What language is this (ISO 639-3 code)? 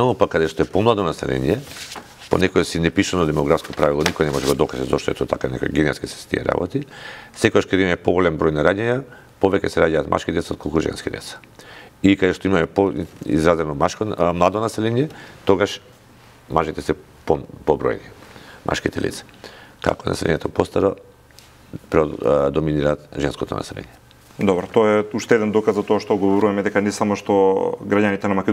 mkd